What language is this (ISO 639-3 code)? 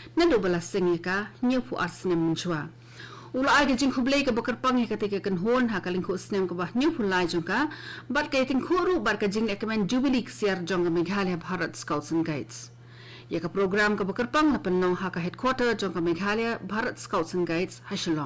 kha